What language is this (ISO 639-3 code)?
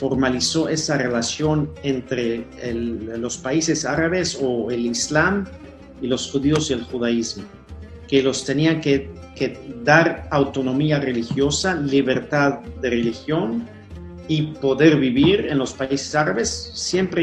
lad